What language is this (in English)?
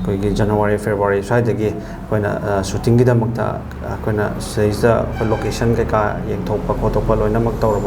Manipuri